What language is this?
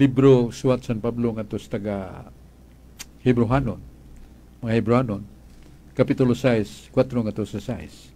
Cebuano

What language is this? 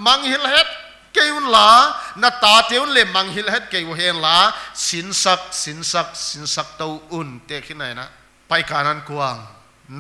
Paite Chin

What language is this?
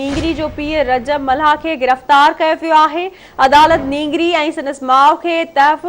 Sindhi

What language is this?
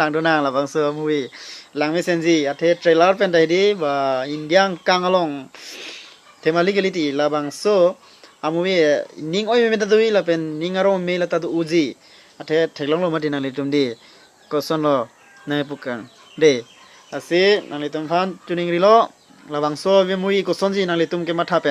Karbi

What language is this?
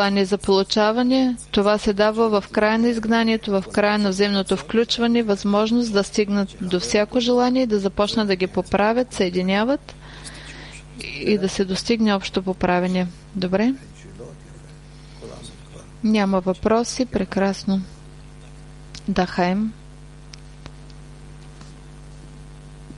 Bulgarian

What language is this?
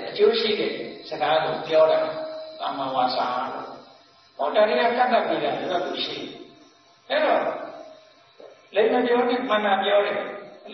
Burmese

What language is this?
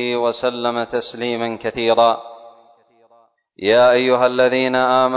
Arabic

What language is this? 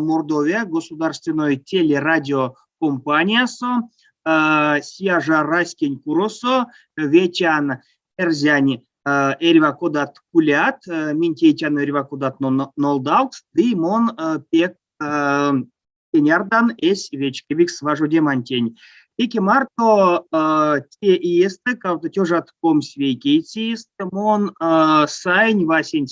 Erzya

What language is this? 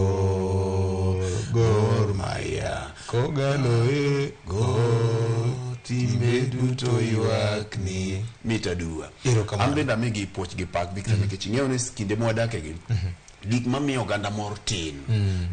Luo (Kenya and Tanzania)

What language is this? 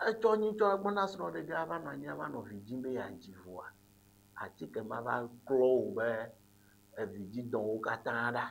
Ewe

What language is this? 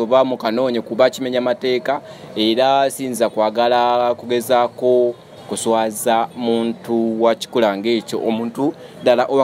Ganda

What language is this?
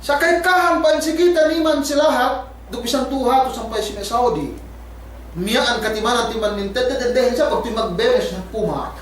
Yakan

